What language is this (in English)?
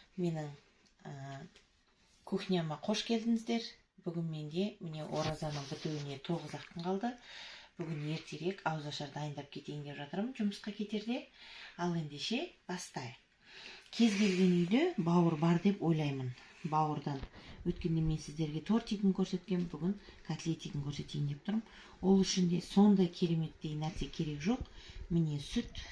Kazakh